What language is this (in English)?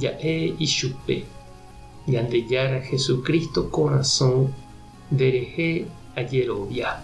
Guarani